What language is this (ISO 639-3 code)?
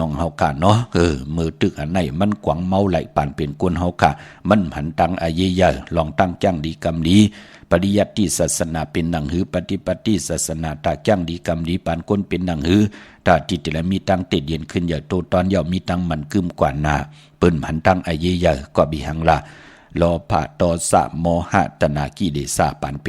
shn